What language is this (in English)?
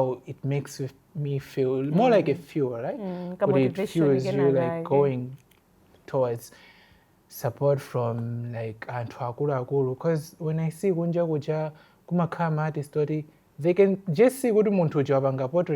Nyanja